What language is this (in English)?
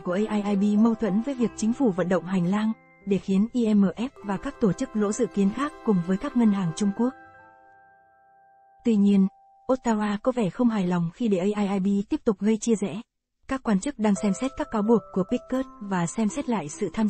Vietnamese